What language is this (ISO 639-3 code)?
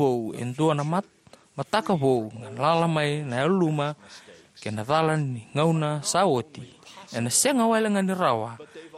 fij